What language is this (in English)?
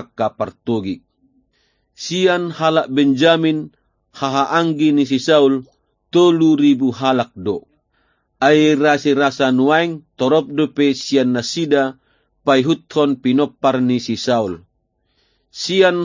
Batak Toba